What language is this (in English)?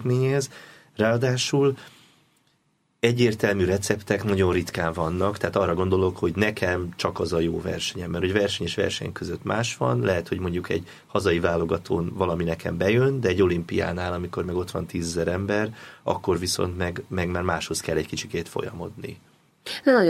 Hungarian